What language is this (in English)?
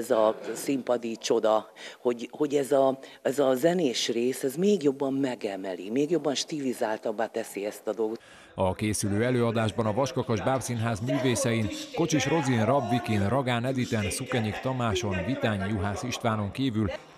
Hungarian